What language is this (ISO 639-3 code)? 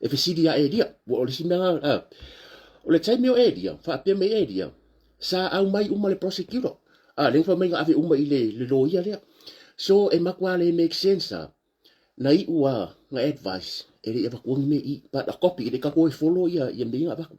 smo